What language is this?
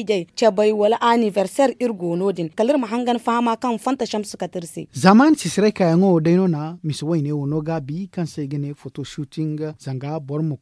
Zarma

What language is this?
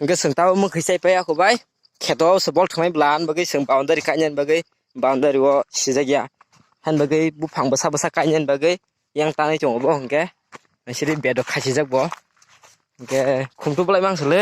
Kok Borok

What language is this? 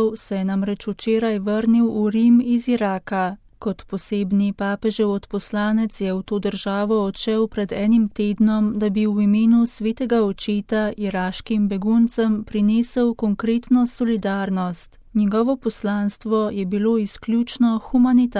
Slovenian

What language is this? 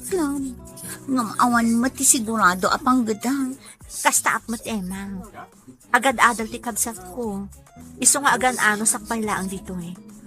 Iloko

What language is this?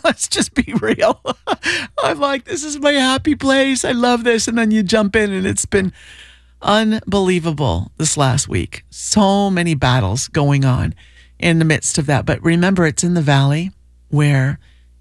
English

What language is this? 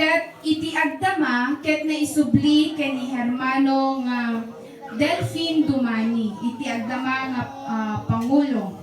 Iloko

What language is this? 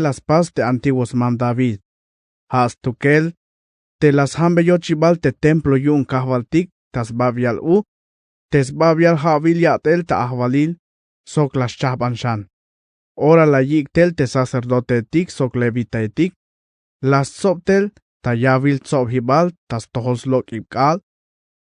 Tzeltal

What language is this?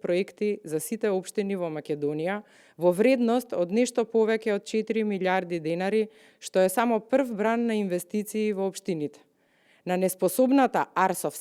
Macedonian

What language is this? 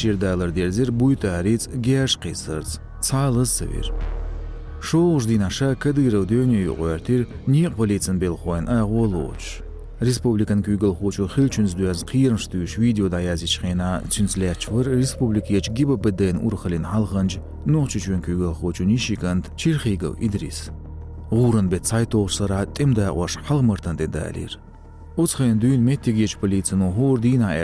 Chechen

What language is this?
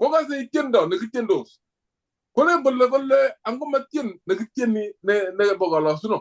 Kalenjin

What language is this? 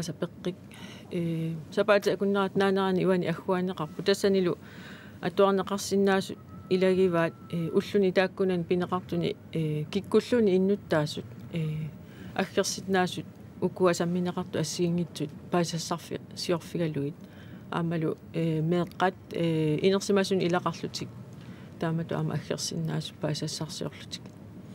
Kalaallisut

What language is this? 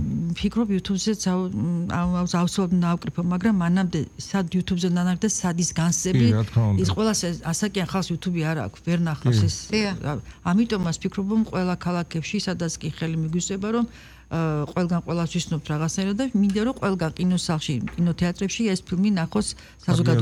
Georgian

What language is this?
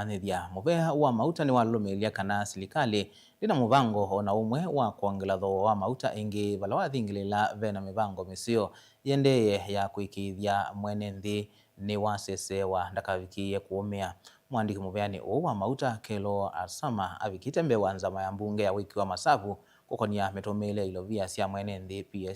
Kamba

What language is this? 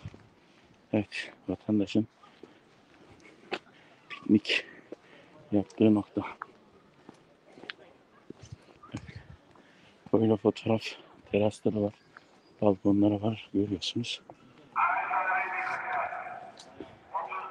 Turkish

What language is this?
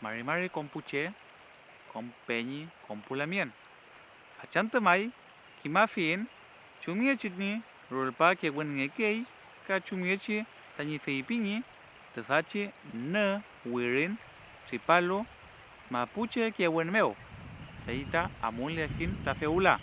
Mapuche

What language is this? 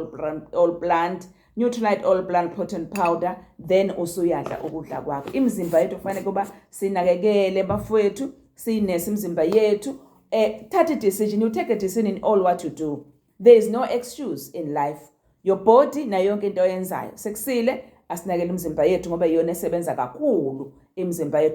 Zulu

